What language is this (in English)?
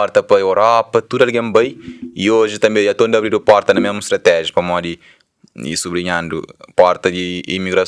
Kabuverdianu